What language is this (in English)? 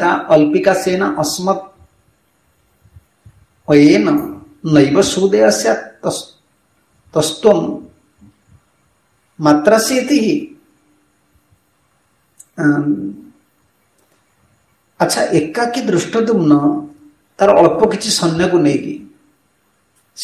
Odia